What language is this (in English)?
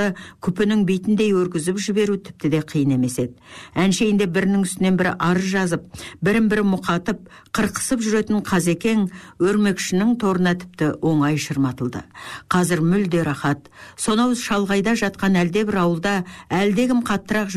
Kazakh